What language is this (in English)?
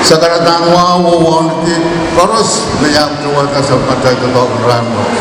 Pohnpeian